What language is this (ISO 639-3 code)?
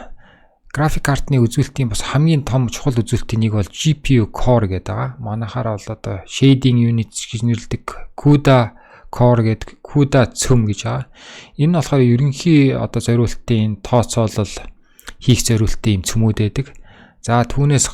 mon